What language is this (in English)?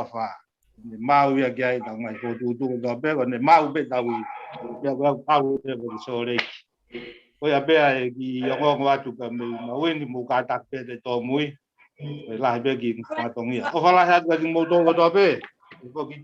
Tongan